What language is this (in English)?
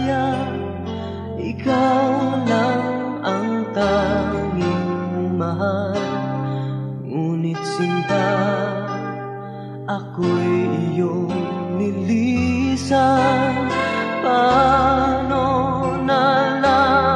Filipino